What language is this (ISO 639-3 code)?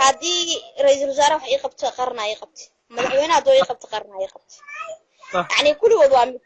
som